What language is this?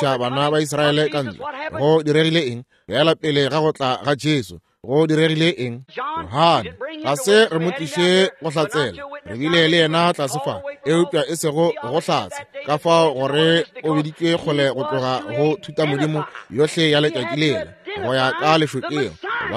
Northern Sotho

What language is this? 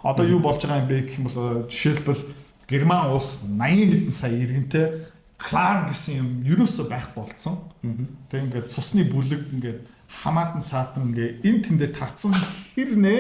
Mongolian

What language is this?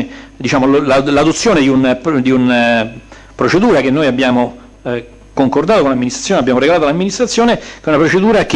Italian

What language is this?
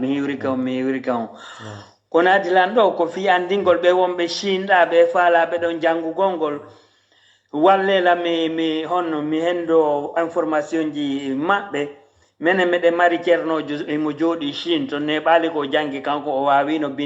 Fula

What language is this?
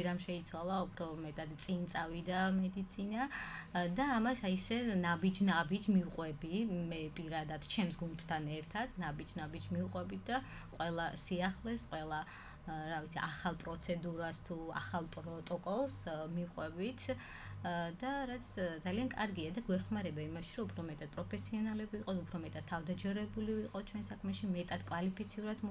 Georgian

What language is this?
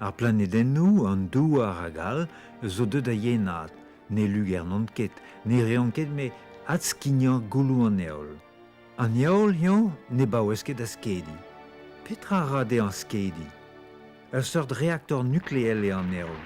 Breton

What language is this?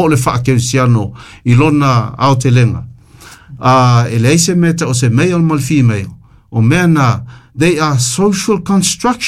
Samoan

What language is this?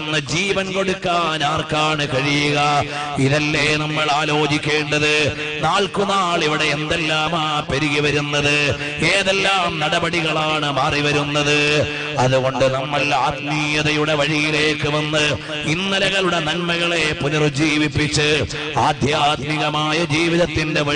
Malayalam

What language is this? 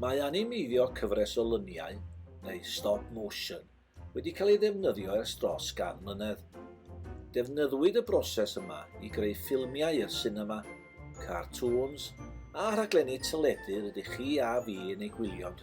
Welsh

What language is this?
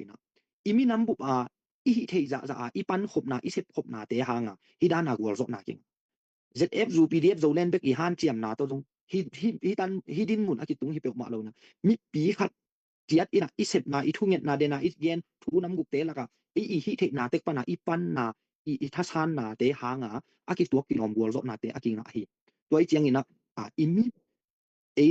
Tedim Chin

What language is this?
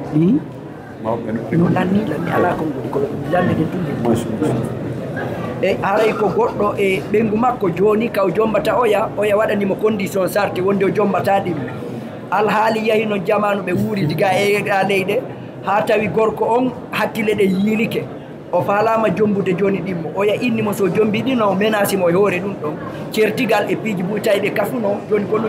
Fula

